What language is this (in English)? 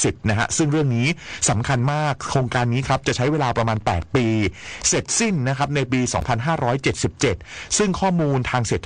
Thai